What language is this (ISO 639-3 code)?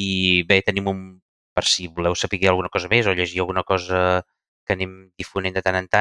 cat